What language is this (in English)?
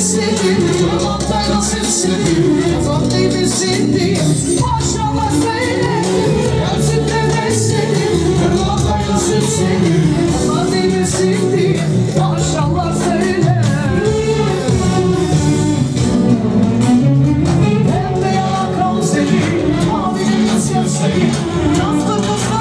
Turkish